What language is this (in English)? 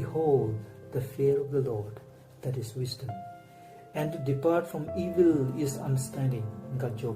Southern Rengma Naga